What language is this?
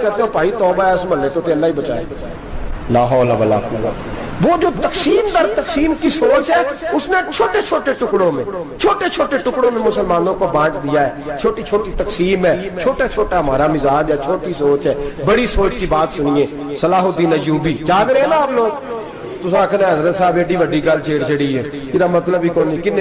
Urdu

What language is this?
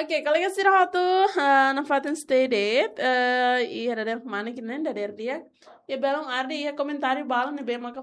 Tetum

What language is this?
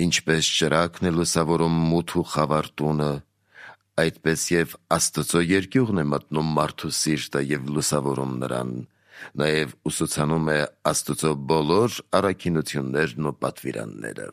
Armenian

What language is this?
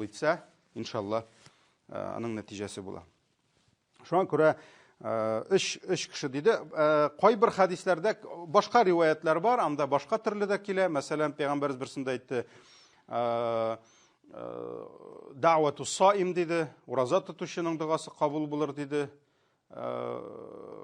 Tatar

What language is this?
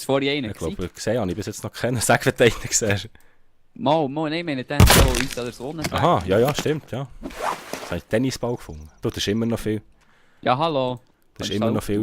Swiss German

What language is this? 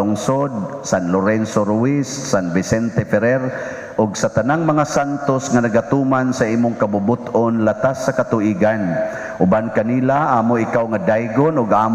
Cebuano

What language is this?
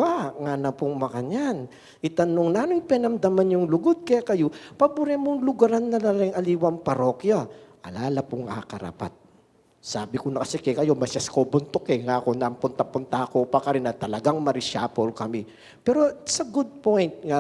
Pampanga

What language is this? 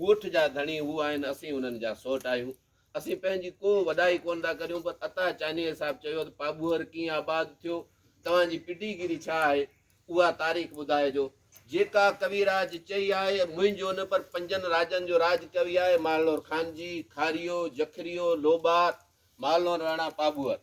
Sindhi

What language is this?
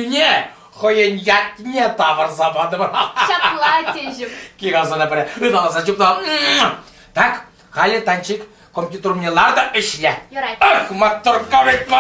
Chuvash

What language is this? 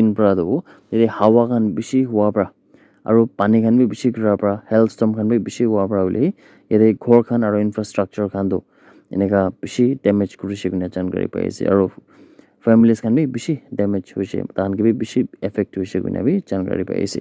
Naga Pidgin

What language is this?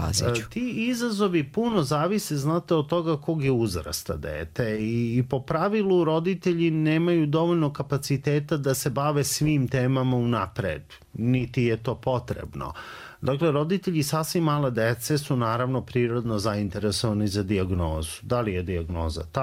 Serbian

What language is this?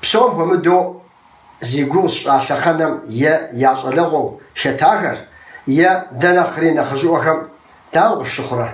Kabardian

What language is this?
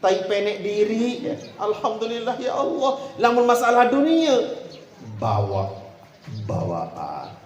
Sasak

